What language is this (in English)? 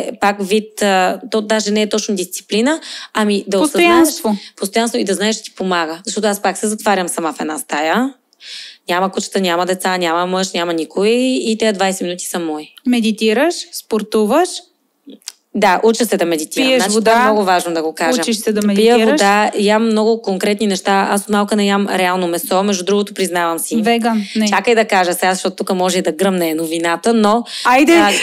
Bulgarian